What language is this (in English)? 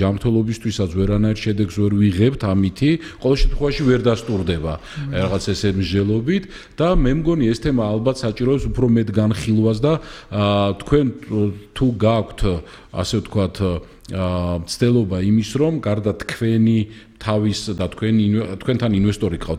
Georgian